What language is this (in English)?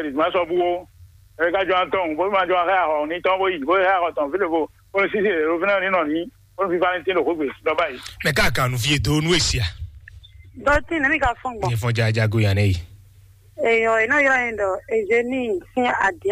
Fon